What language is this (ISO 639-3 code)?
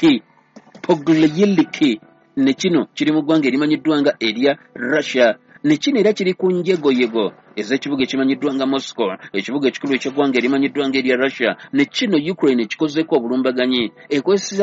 lug